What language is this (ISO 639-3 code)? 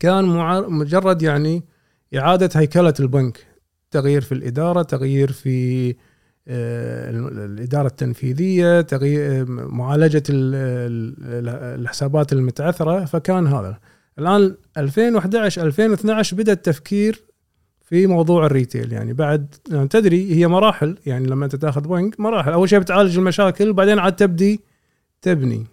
afb